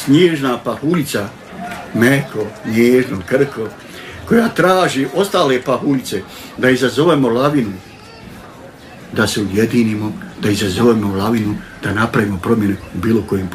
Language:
Bosnian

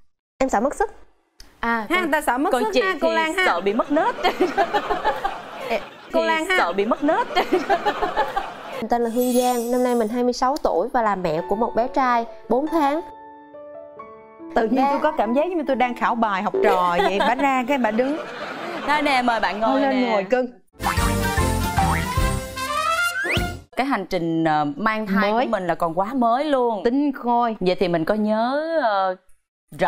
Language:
Vietnamese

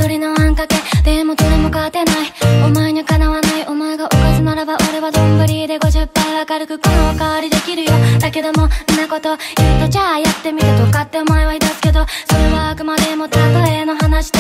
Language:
Japanese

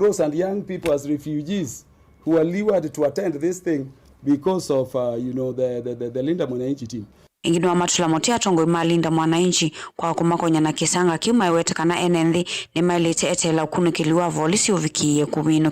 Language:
Kamba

